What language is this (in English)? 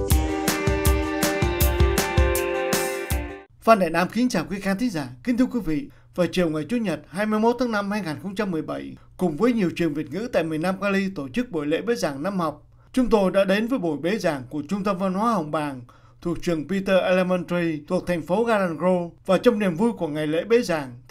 Vietnamese